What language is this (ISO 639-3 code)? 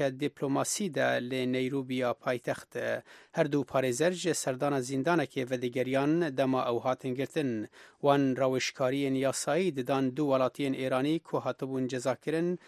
kur